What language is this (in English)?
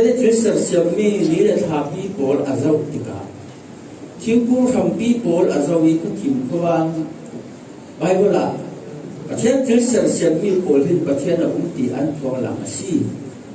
Falam Chin